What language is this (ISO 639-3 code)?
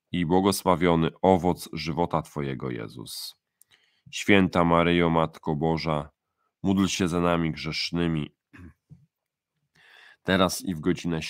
pol